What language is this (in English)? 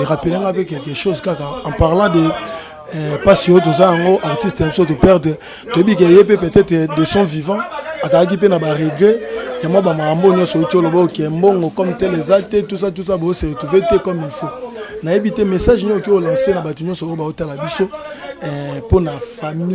Lingala